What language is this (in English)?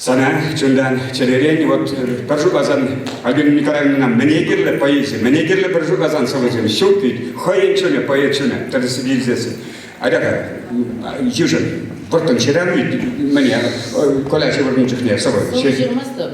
Chuvash